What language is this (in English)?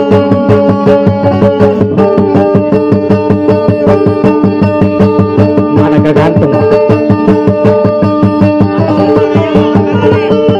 Indonesian